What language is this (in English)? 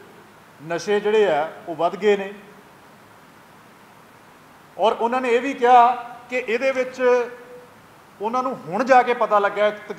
Punjabi